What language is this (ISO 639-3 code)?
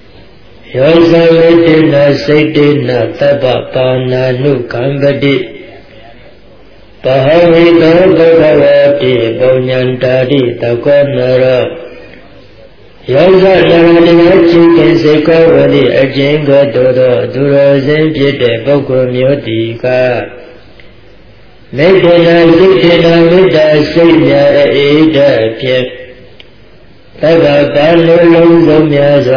mya